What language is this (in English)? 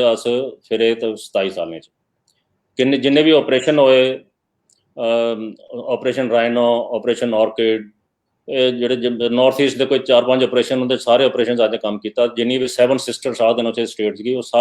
Dogri